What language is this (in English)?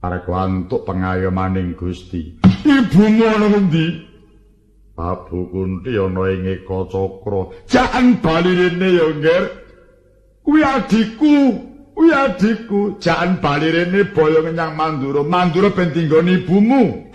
Javanese